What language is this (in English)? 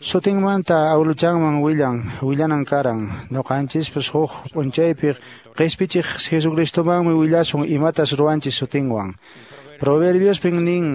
Quechua